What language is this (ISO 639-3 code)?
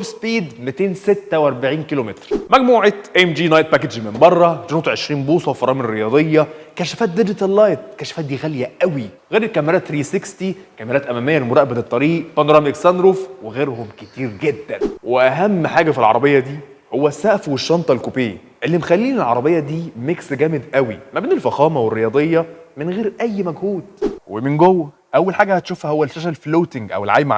arz